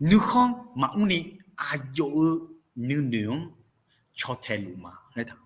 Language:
Akha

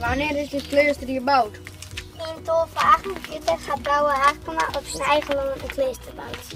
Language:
Western Frisian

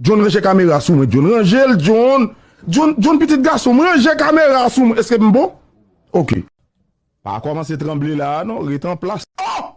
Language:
Haitian Creole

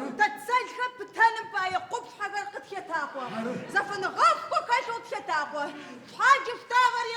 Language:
Adyghe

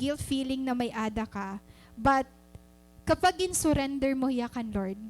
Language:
Waray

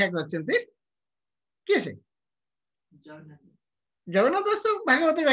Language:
Odia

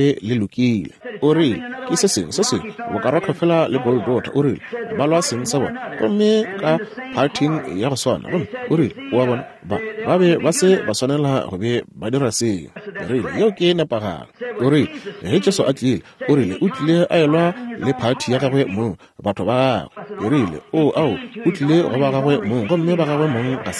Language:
Northern Sotho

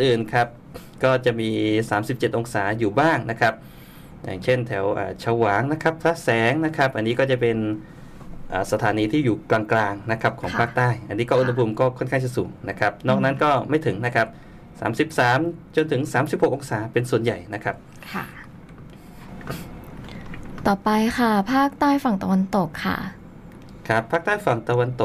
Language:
Thai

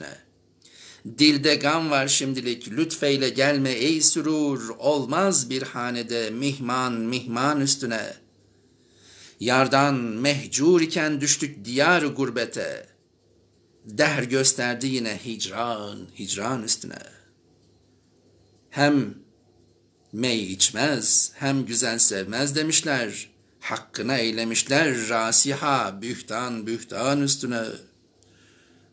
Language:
Turkish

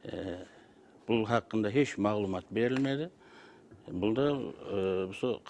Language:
Kara-Kalpak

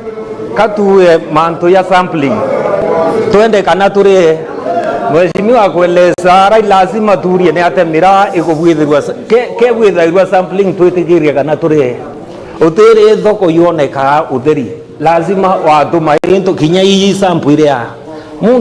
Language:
Meru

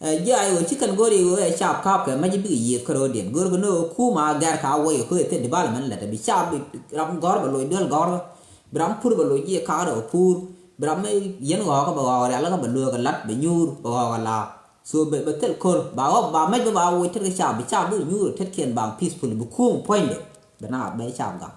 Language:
Nuer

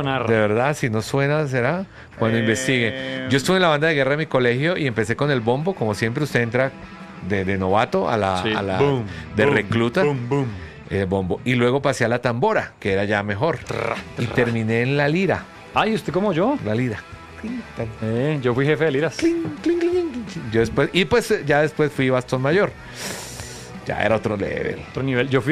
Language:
Spanish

